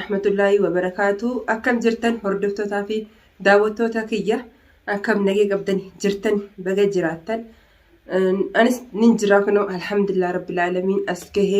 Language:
Oromo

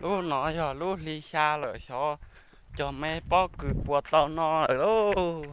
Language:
Hmong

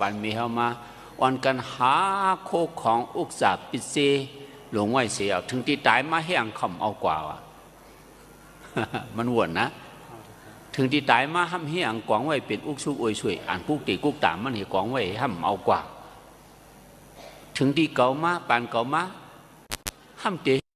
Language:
Shan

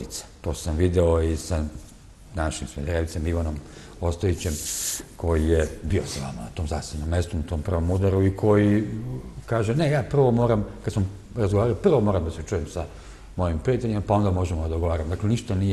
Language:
Serbian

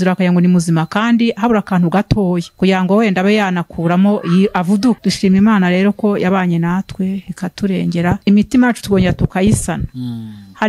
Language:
Kinyarwanda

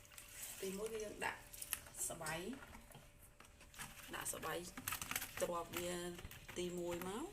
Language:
Khmer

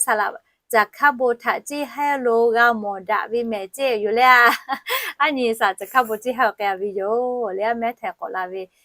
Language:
Lahu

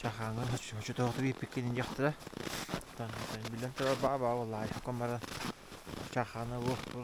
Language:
Yakut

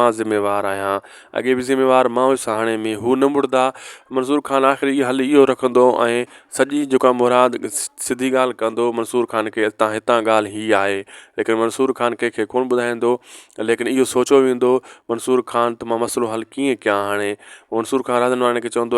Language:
Sindhi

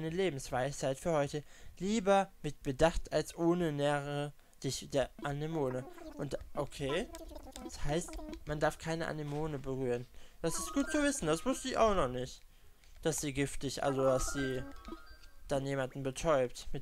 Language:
German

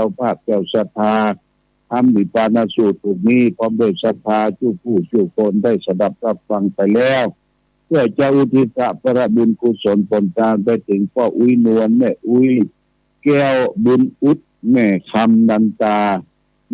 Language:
Pali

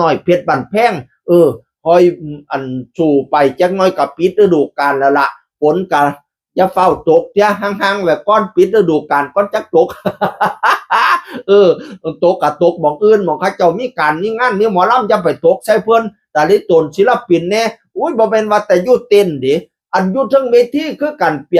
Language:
Northeastern Thai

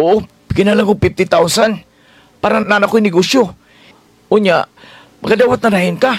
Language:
Cebuano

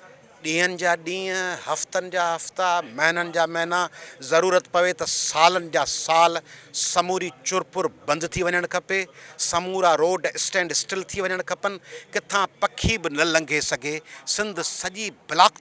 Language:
Sindhi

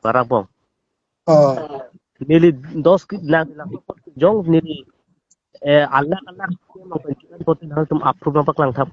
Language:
Karbi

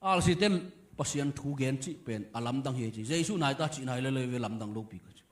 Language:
Tedim Chin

